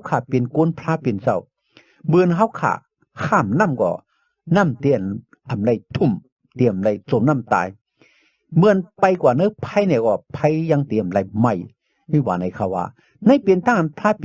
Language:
Shan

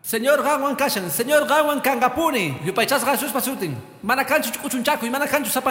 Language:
Quechua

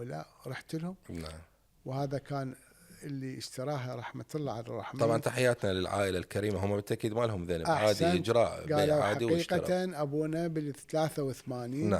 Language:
Mesopotamian Arabic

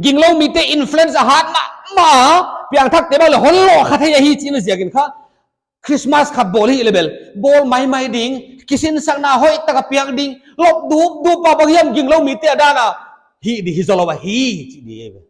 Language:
Paite Chin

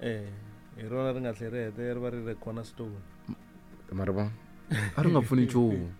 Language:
Tsonga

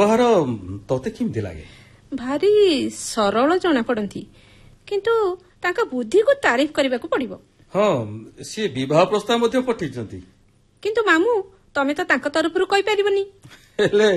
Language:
Odia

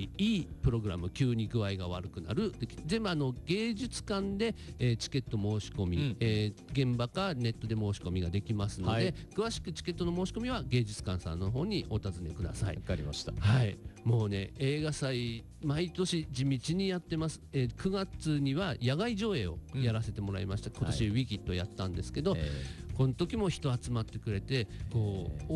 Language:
Japanese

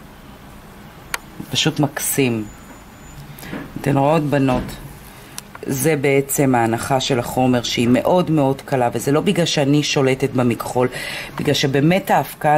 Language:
Hebrew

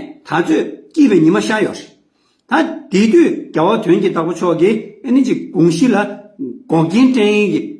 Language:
Tibetan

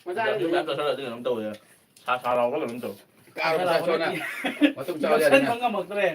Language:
Manipuri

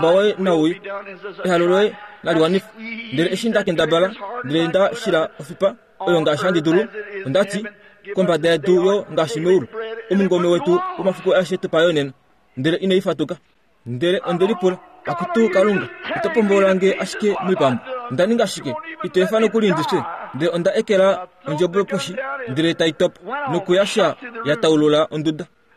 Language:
Kuanyama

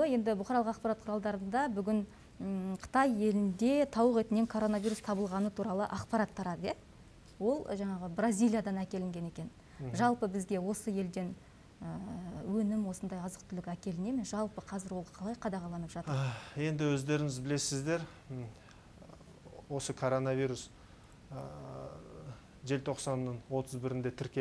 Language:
Kazakh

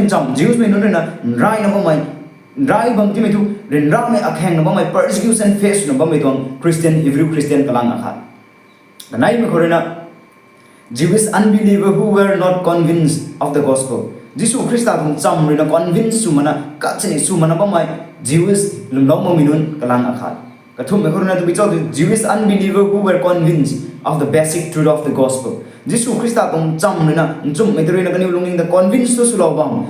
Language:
Rongmei Naga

